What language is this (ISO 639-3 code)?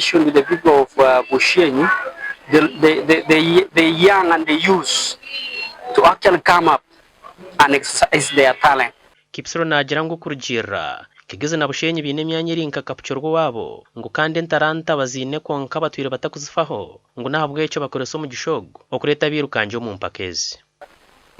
nyn